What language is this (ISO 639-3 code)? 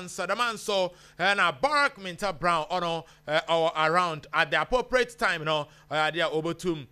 aka